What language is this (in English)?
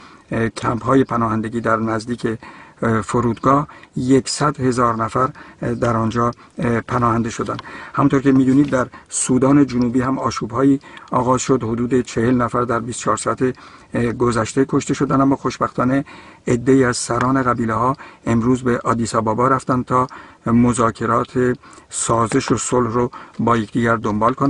Persian